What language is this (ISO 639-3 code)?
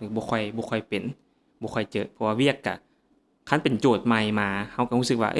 lao